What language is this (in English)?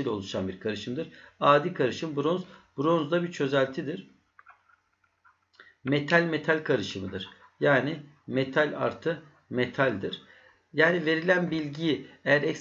Turkish